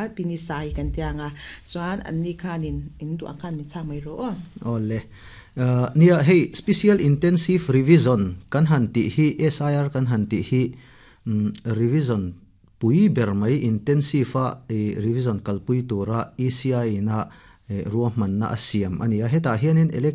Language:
Mizo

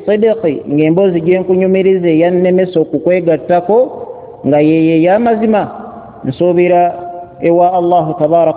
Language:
Ganda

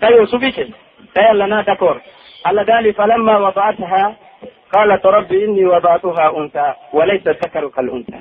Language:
Pular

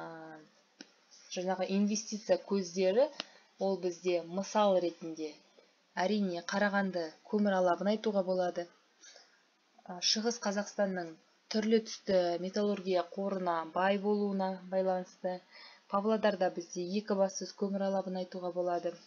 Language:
Kazakh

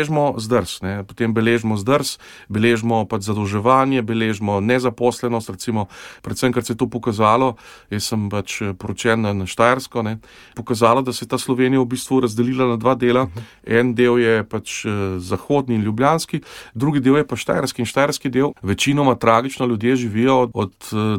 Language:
Slovenian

